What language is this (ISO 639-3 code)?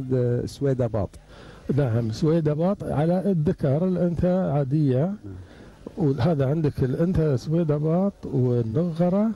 afb